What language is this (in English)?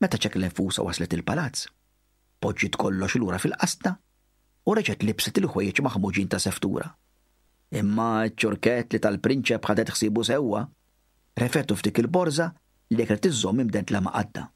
Maltese